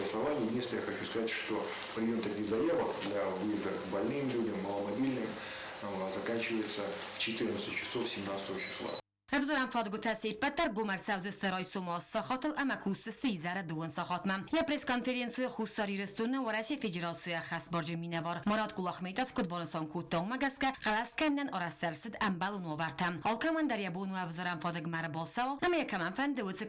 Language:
Ossetic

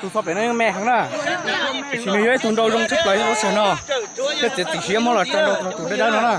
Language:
Hmong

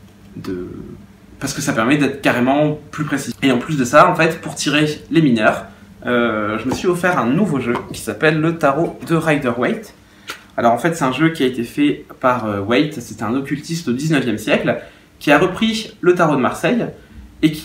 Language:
French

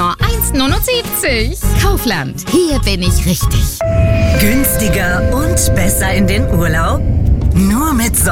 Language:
German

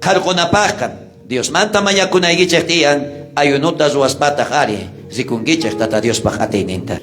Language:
South Bolivian Quechua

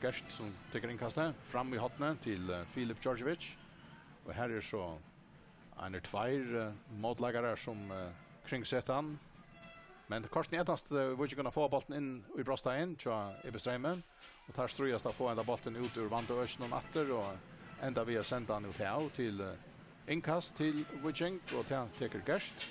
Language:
Faroese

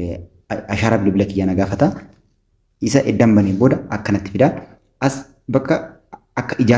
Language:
Oromo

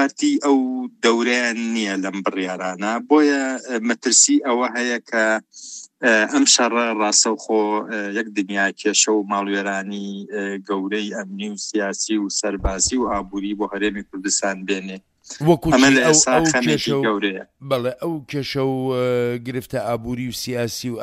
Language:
Central Kurdish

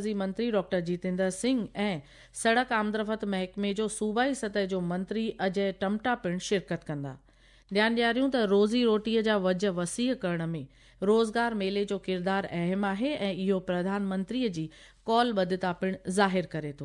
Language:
Sindhi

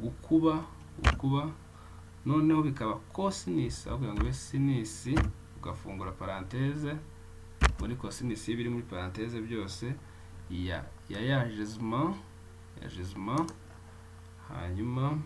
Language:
Kinyarwanda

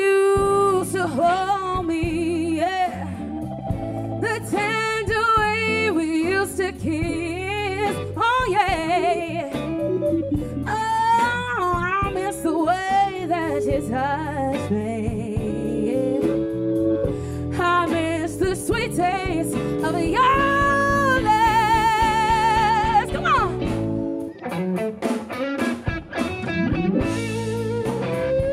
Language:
English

